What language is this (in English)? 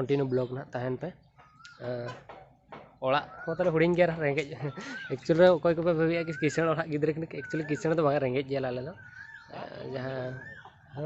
Santali